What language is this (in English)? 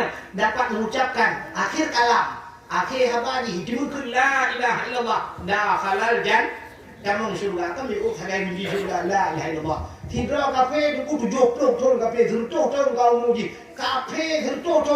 Achinese